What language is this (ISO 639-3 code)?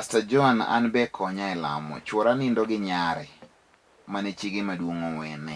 luo